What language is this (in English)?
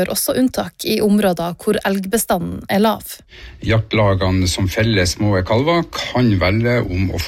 Norwegian